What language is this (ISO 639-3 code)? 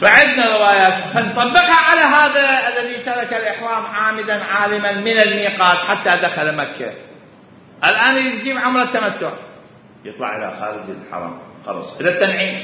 acm